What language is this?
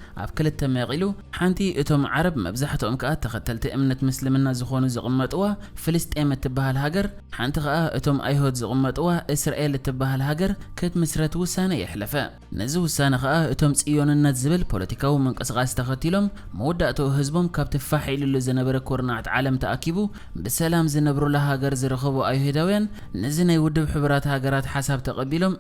Tigrinya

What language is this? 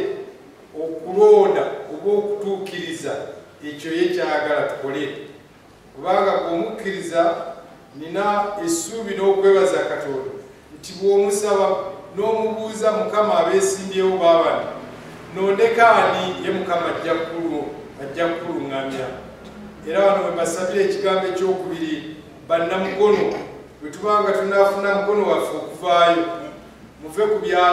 Ganda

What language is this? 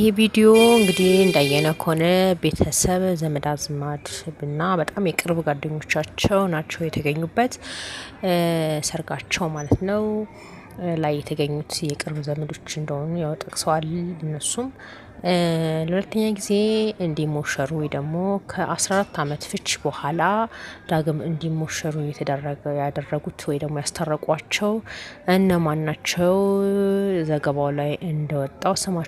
Amharic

